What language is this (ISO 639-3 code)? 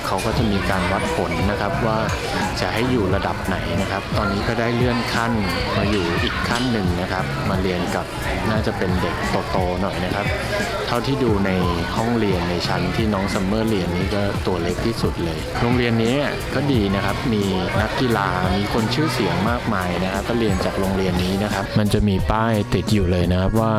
tha